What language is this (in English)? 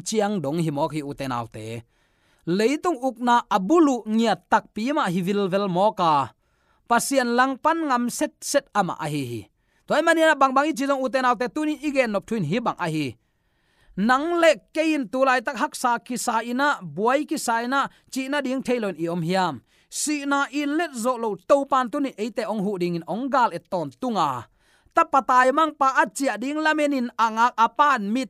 Tedim Chin